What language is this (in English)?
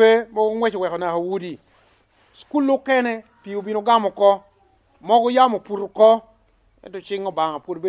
Lango (Uganda)